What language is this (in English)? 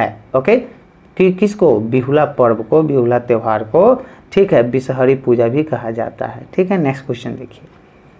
Hindi